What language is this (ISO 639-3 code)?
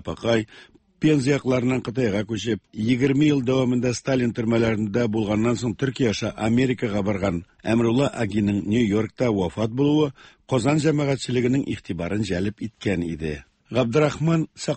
tat